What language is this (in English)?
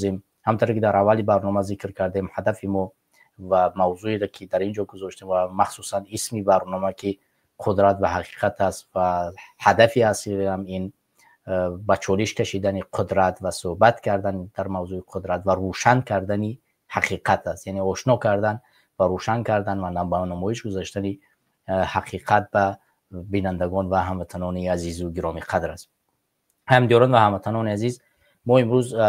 Tajik